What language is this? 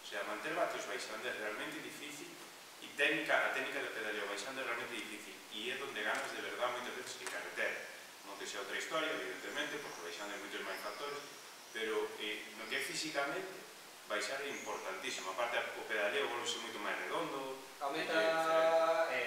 Galician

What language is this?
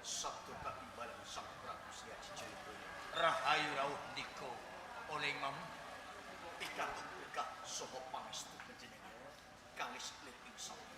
Javanese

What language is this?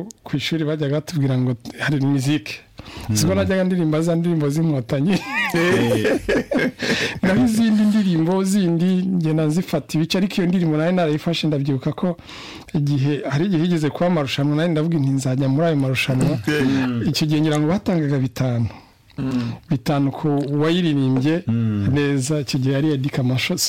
Kinyarwanda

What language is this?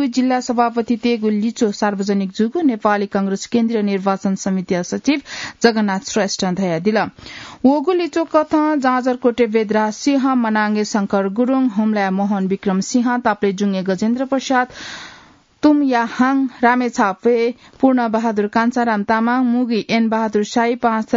Newari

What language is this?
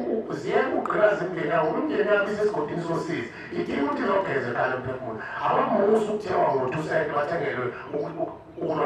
Zulu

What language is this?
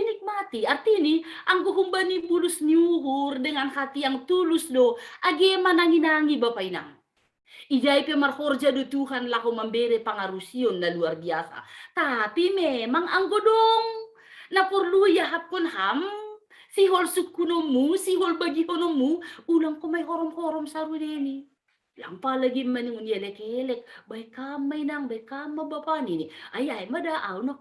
Batak Simalungun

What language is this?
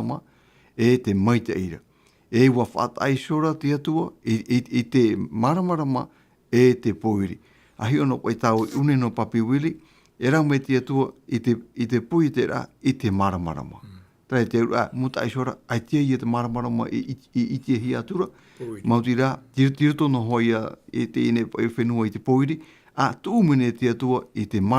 Tahitian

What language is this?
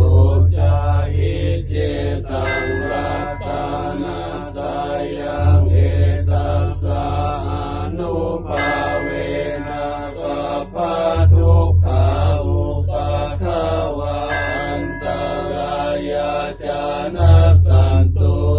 Pali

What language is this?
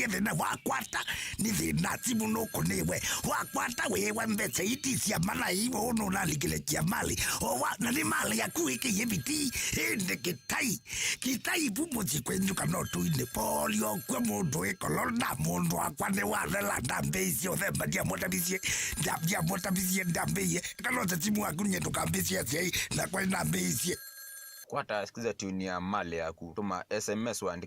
Kamba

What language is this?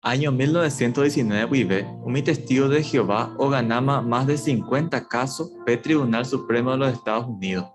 Guarani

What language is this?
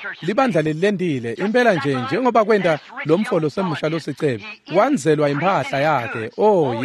Swati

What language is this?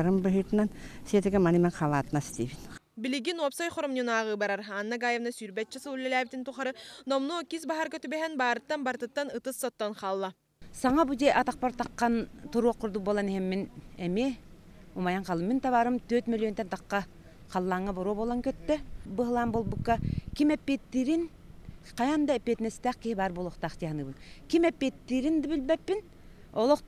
Yakut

